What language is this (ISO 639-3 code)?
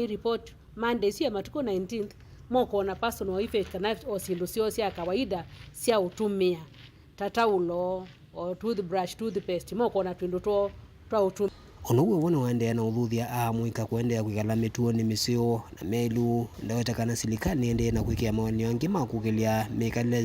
kam